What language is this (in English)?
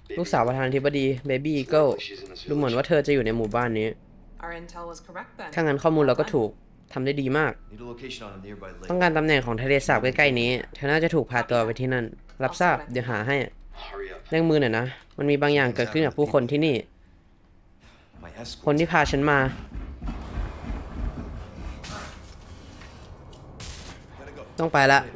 Thai